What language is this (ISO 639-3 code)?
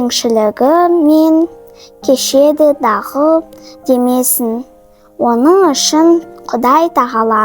kaz